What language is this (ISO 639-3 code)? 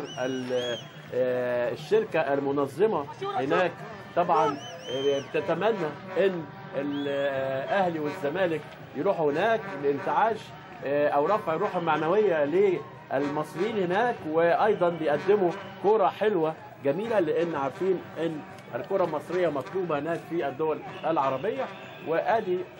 arz